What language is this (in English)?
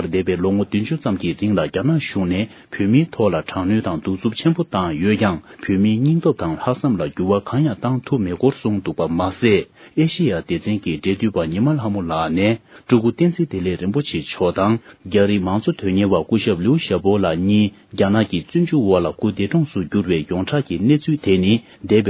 Tibetan